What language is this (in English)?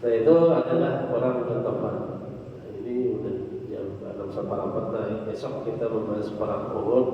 Banjar